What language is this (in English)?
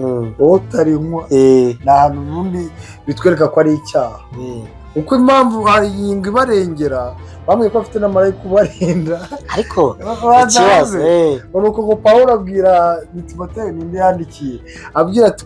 Kinyarwanda